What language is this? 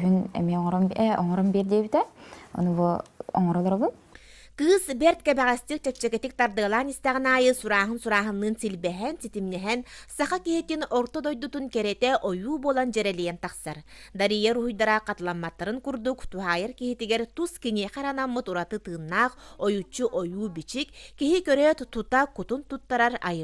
Yakut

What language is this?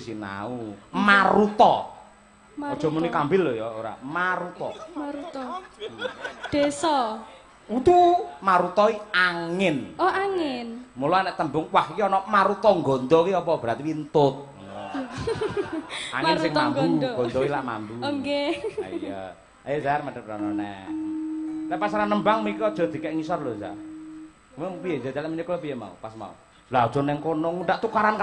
Javanese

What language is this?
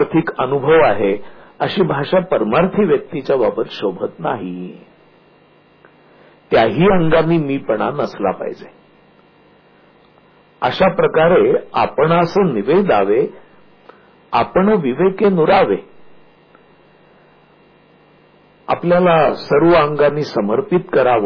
Marathi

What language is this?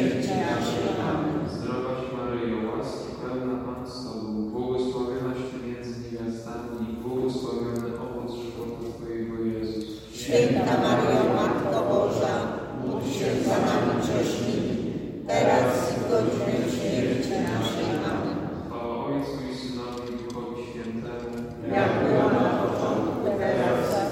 Polish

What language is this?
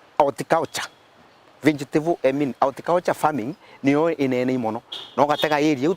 Meru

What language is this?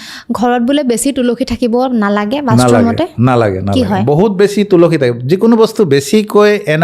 Assamese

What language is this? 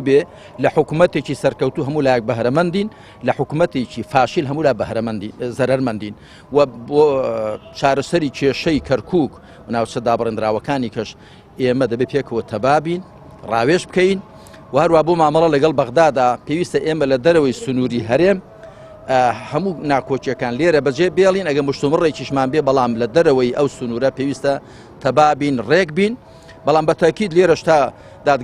Central Kurdish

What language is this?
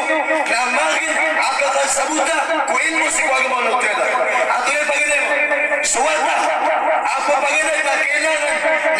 Maranao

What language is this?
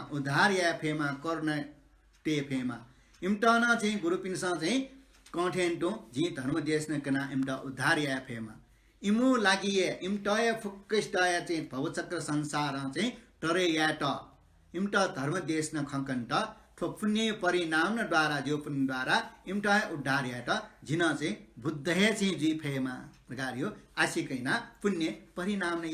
Newari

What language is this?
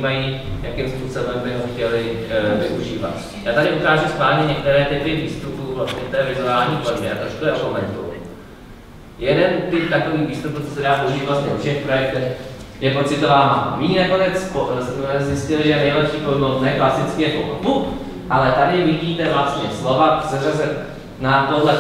Czech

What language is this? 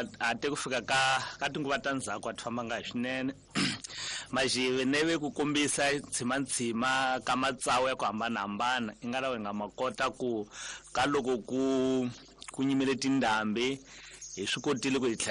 Tsonga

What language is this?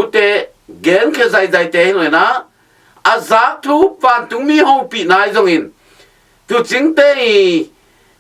Tedim Chin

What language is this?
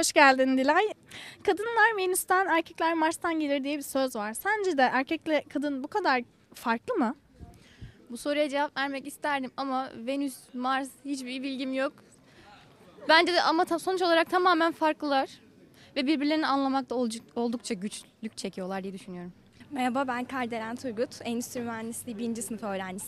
Turkish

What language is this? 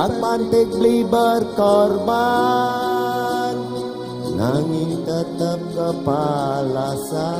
Balinese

